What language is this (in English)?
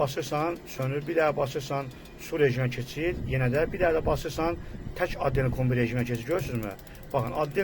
Azerbaijani